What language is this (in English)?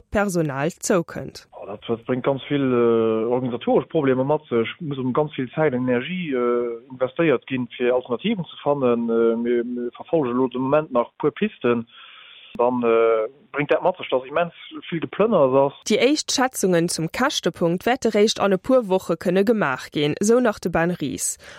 Luxembourgish